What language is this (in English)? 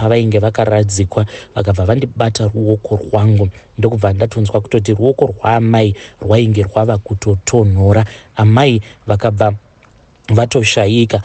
Shona